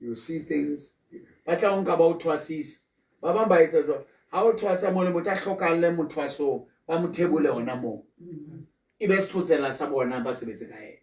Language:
Southern Sotho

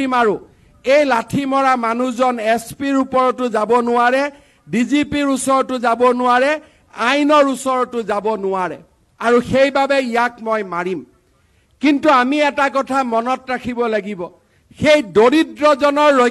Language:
Assamese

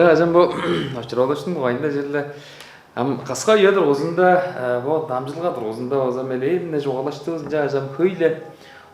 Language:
Tuvinian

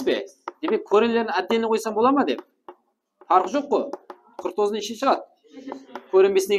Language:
Kara-Kalpak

